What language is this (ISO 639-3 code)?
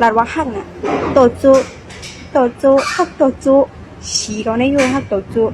shn